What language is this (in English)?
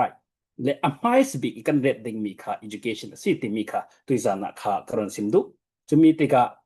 Falam Chin